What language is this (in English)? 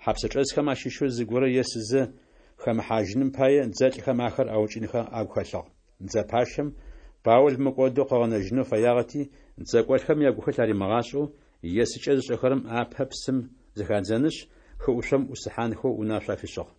Adyghe